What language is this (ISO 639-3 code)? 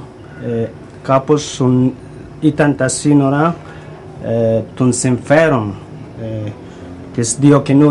ell